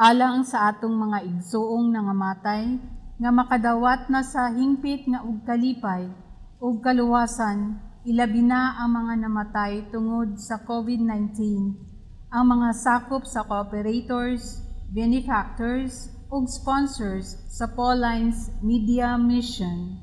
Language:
Cebuano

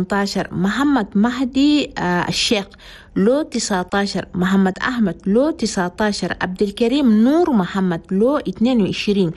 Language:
Chadian Arabic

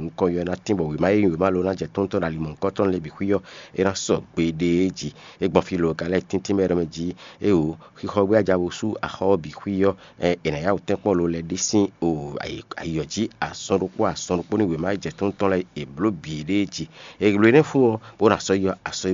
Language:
Fon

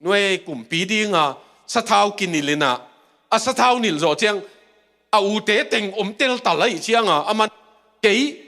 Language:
Tedim Chin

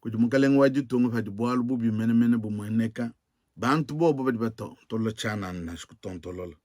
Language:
Luba-Lulua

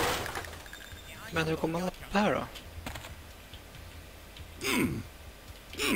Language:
Swedish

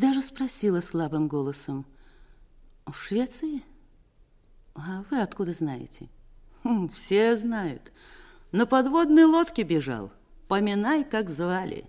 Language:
Russian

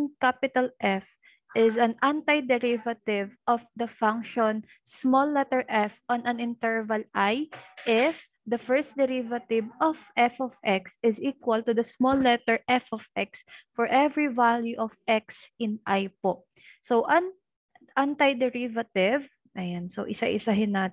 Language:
Filipino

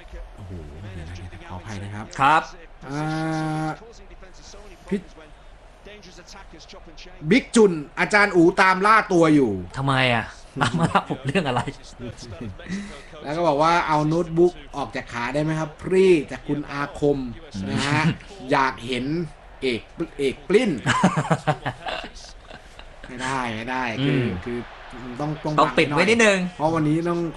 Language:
Thai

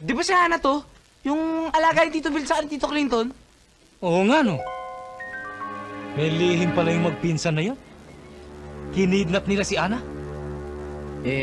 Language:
Filipino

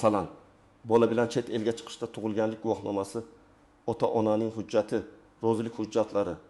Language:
Uzbek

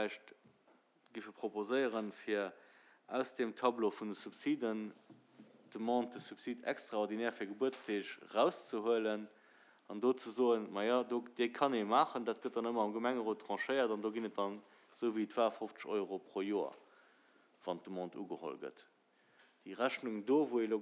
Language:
Luxembourgish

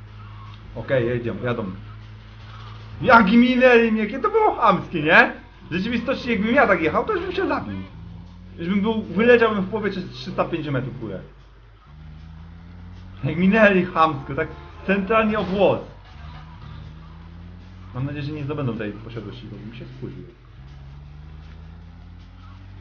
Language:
Polish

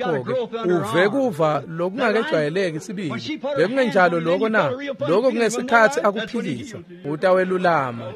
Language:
Swati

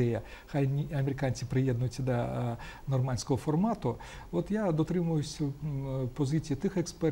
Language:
Ukrainian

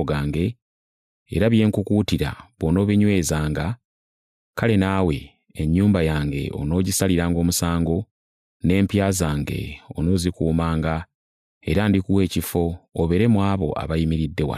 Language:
Ganda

